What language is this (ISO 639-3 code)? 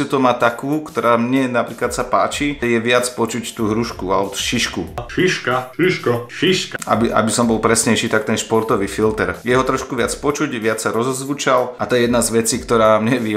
slk